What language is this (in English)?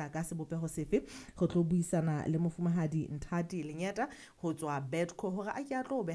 Southern Sotho